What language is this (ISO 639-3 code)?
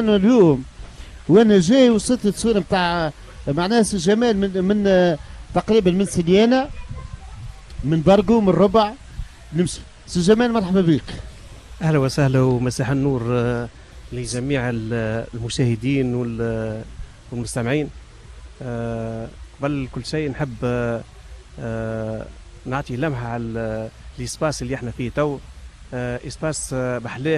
aeb